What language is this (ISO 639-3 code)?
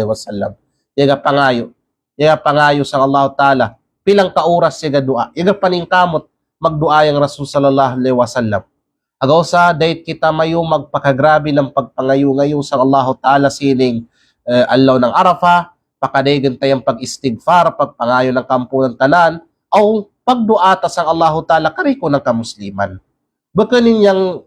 kqe